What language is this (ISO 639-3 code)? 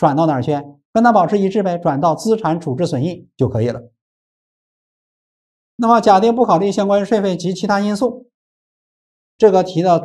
zho